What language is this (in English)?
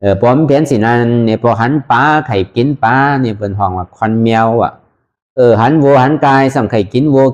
Shan